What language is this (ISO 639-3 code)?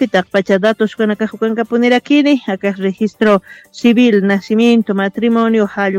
aym